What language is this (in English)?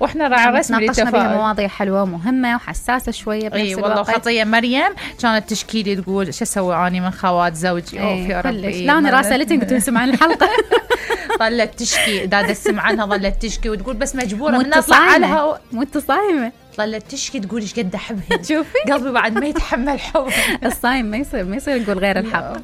Mesopotamian Arabic